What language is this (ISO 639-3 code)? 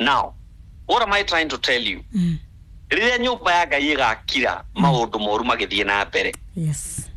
kik